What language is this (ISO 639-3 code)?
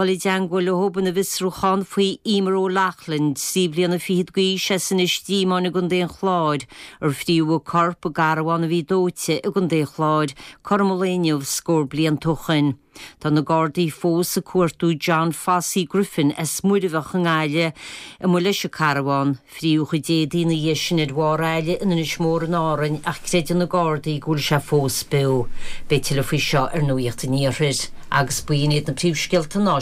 gle